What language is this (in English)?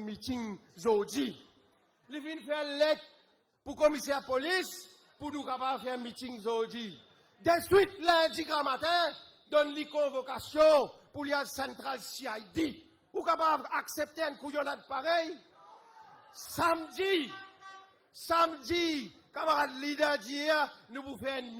Morisyen